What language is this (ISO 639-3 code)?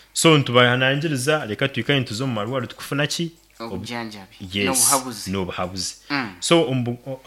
nyn